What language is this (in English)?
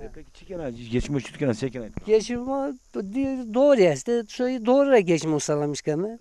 Zaza